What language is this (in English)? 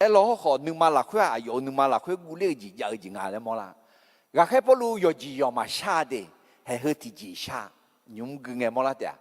Akha